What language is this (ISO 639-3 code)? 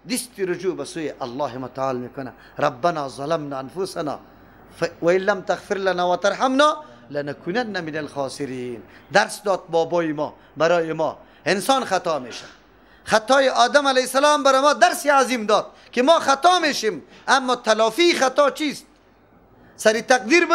fas